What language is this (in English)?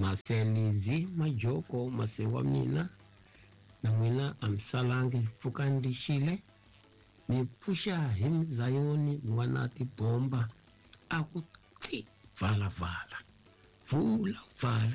Tsonga